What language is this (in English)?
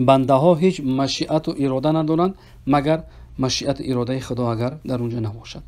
Persian